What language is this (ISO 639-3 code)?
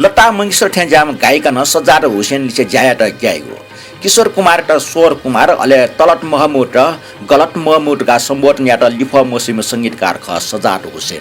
new